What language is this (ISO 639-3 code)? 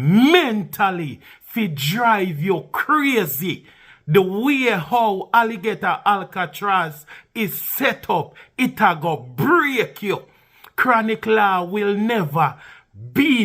jam